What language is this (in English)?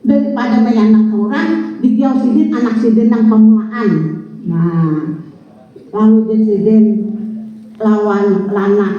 Banjar